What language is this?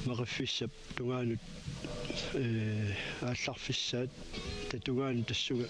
Kalaallisut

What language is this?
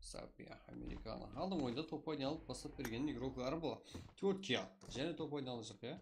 Kara-Kalpak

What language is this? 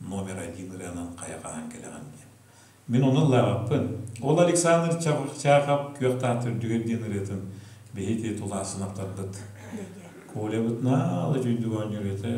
Yakut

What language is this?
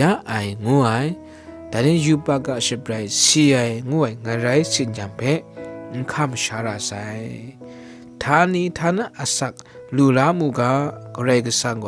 Kachin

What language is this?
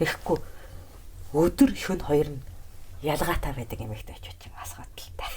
Mongolian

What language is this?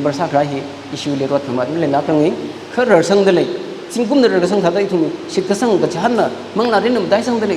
Tangkhul Naga (India)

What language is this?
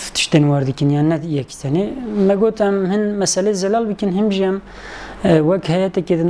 Kurdish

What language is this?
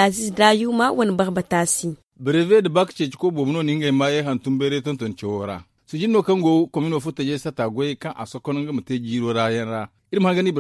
Zarma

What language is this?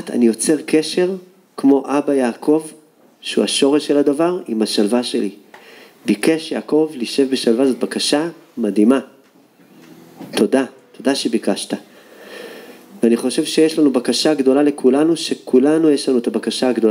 Hebrew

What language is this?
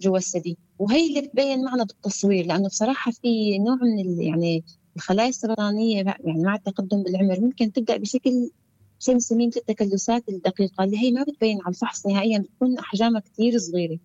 North Levantine Arabic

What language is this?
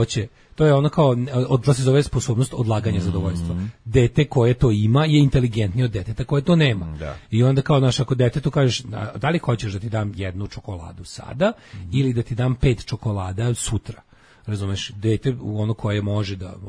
Serbian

